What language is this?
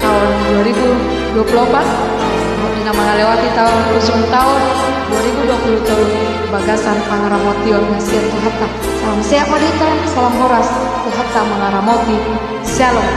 Batak Toba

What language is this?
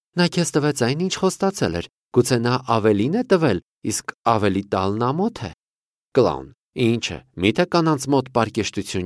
Armenian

